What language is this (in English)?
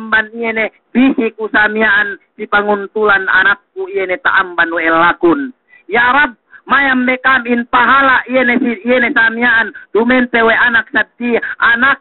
Yakan